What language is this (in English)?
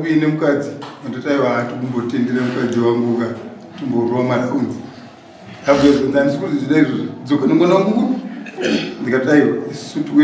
Shona